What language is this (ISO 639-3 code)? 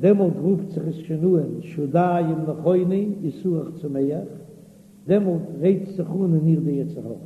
yid